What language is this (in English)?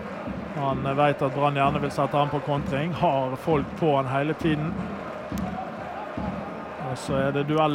Norwegian